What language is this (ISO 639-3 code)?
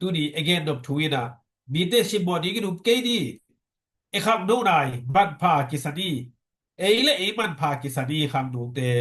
ctd